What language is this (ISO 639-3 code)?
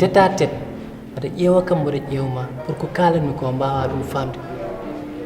ful